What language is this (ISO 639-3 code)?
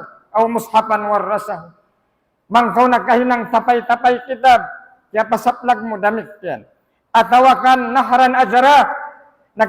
tsg